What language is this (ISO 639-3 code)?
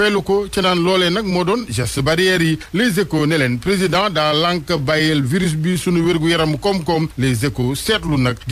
wol